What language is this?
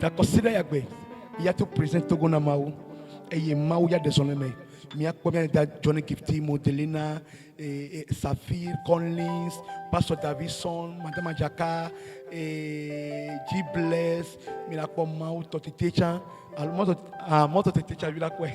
Ewe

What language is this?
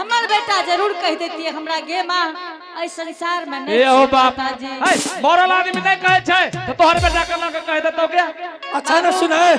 Angika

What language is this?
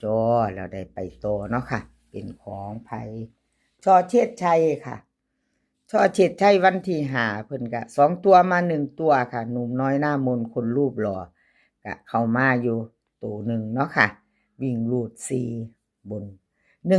Northeastern Thai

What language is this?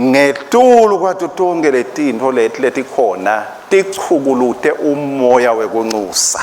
Swati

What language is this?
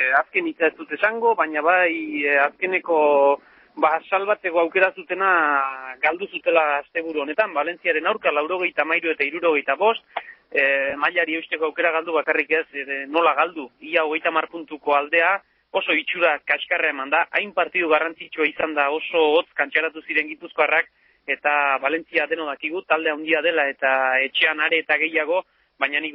Basque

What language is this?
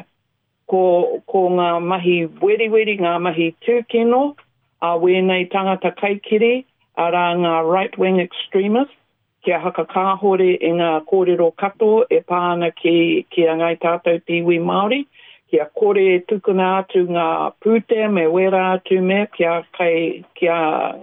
Māori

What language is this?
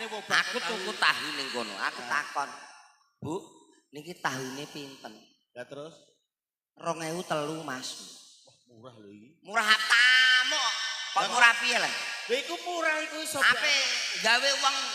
Javanese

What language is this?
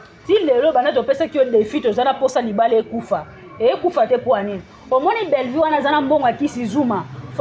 Lingala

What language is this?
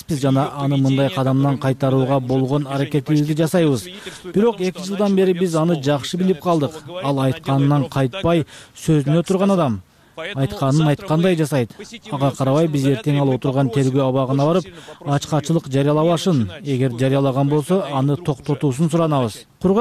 Kyrgyz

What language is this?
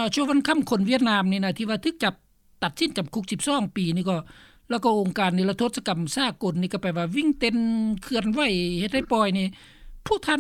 Lao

